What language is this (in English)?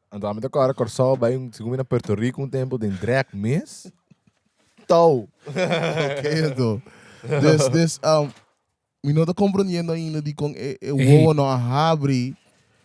Papiamento